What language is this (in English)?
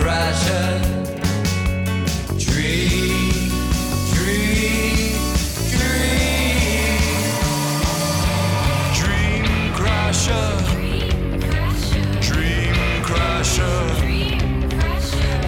Hebrew